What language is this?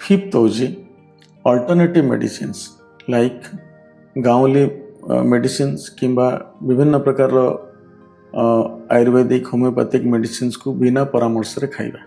Odia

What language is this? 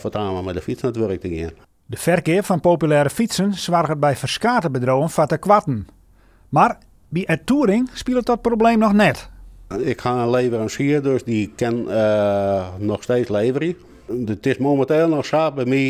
Western Frisian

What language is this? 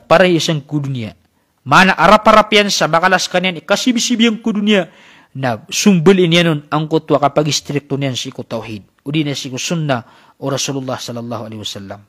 Maranao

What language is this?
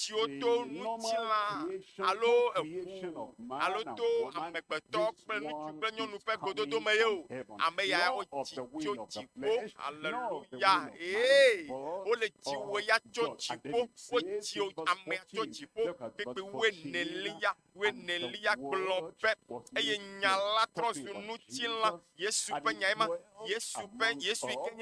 Ewe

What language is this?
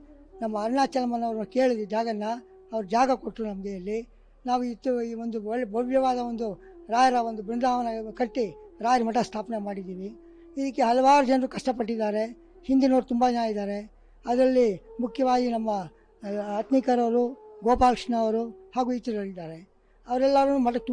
Kannada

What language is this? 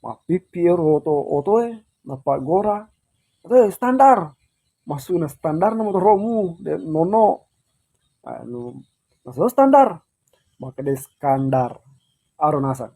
Buginese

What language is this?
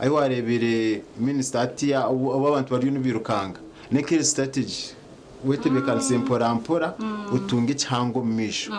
Nyankole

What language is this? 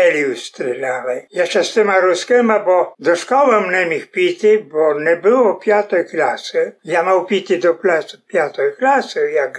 Rusyn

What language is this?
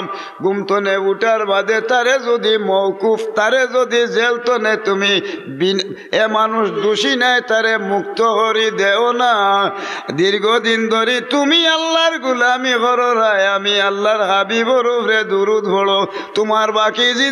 Sylheti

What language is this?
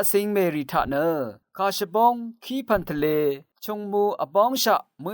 Rawang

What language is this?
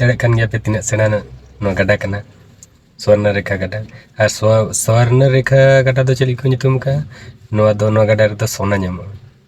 Santali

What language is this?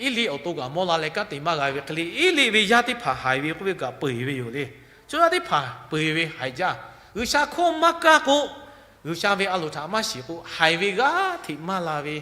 Lahu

